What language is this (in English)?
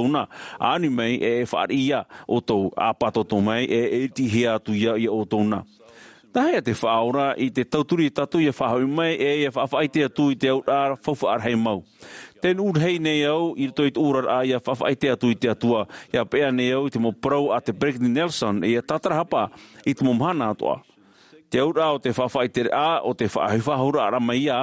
Tahitian